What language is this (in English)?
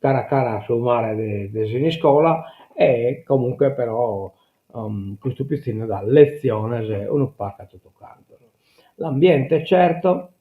Sardinian